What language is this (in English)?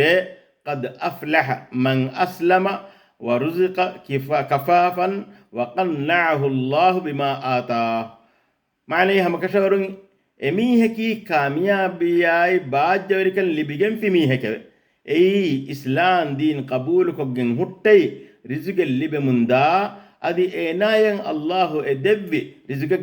Divehi